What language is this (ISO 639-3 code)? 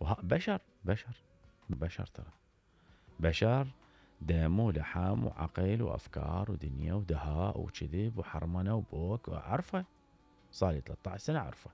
acm